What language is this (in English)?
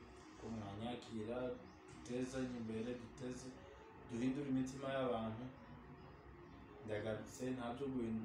Kinyarwanda